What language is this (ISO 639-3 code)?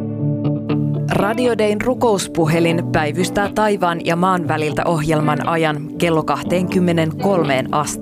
fin